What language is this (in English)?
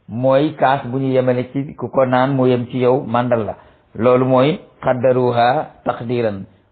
Wolof